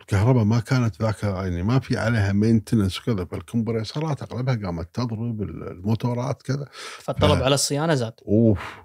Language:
Gulf Arabic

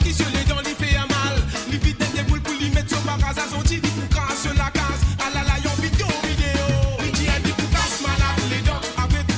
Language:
Morisyen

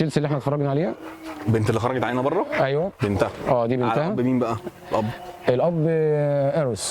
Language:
Egyptian Arabic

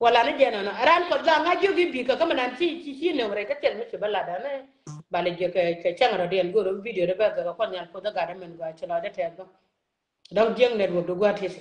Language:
Nuer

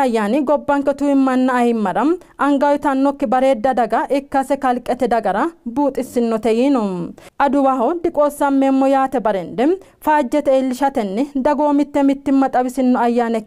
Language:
Sidamo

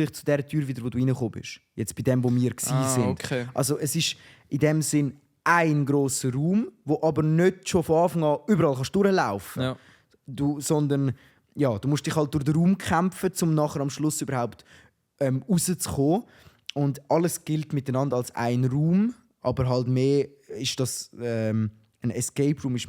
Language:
Swiss German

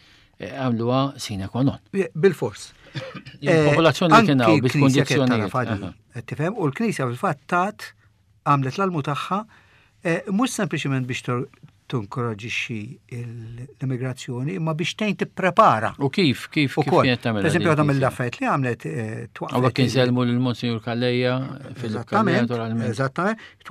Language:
Maltese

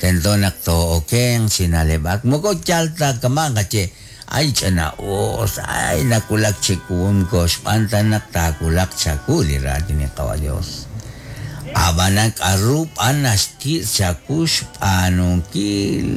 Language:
Kekchí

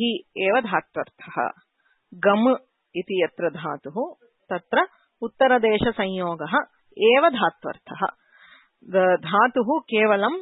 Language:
Sanskrit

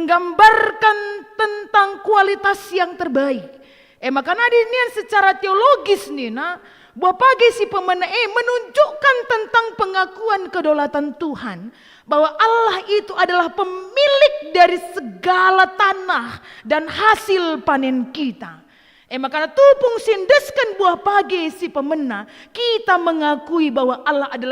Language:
Batak Karo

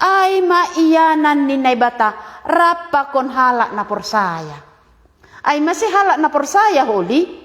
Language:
Batak Simalungun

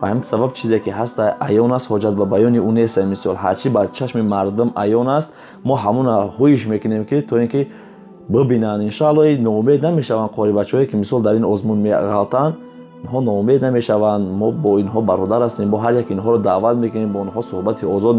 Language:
Tajik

